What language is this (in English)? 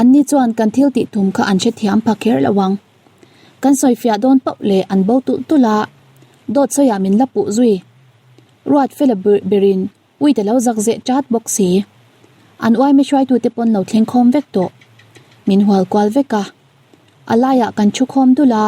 Mizo